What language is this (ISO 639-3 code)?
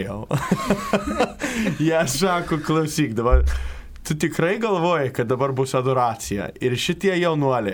lit